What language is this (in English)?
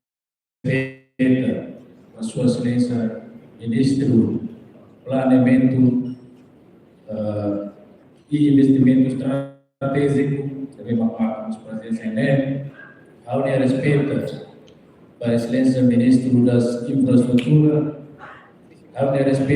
Tetum